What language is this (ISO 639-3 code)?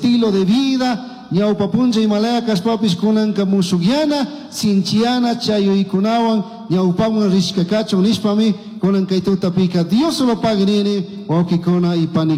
qug